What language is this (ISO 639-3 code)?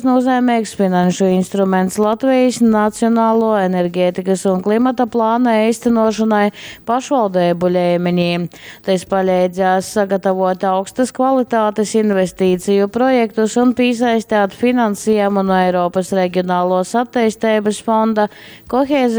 ltg